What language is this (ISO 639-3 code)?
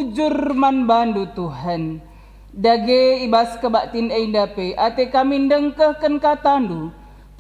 btx